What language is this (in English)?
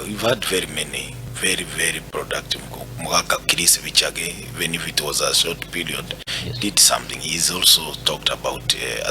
Gusii